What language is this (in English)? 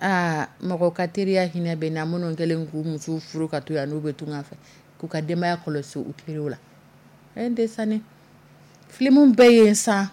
Dyula